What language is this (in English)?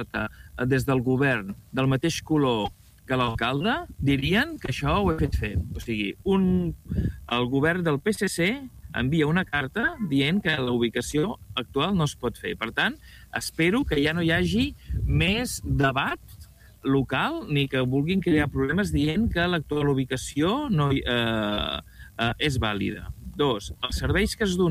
Catalan